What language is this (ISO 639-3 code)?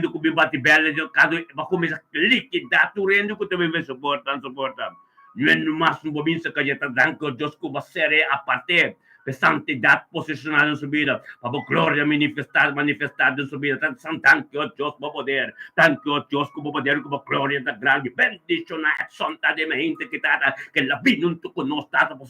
pap